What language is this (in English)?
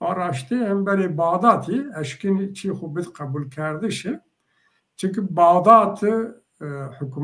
Zaza